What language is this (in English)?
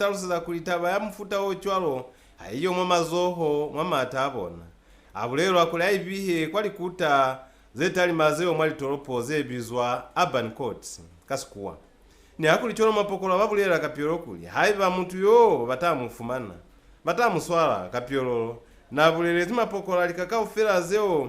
Lozi